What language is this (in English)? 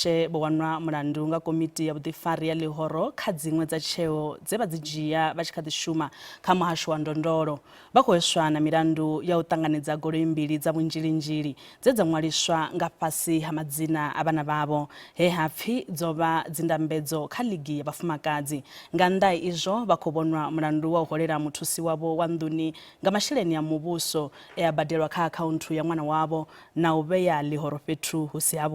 Venda